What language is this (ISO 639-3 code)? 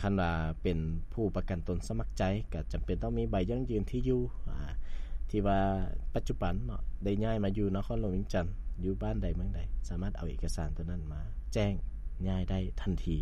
lao